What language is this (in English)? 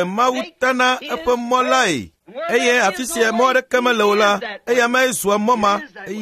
Ewe